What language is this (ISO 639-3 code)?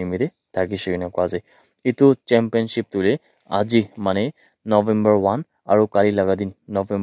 nag